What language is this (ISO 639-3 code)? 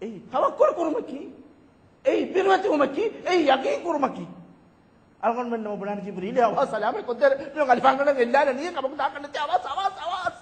div